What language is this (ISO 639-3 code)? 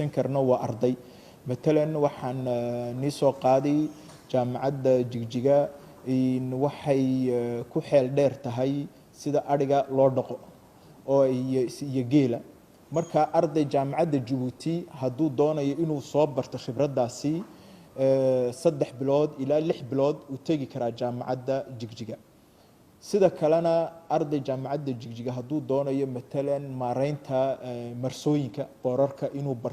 som